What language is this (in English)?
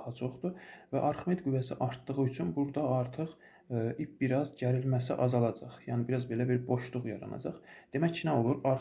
Azerbaijani